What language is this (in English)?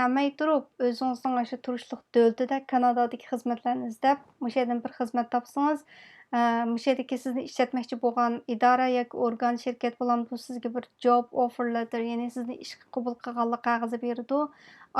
Uyghur